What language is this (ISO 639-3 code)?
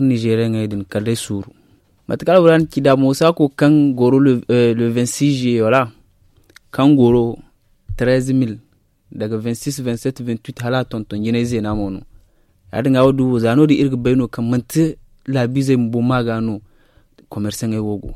dje